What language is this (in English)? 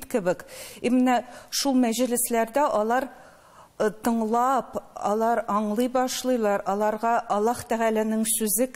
Tatar